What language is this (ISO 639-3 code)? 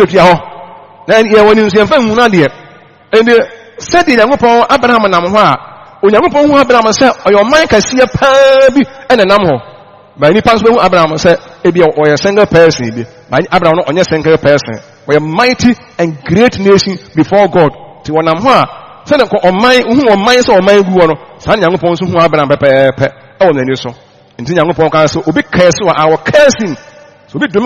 aka